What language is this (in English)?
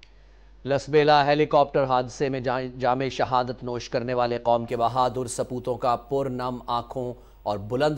Urdu